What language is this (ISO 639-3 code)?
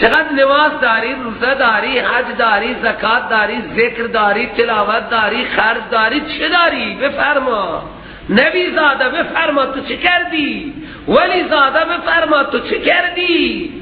fas